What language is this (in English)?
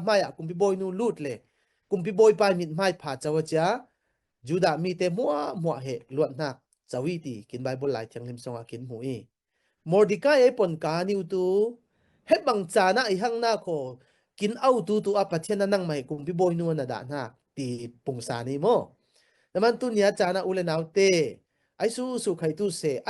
Falam Chin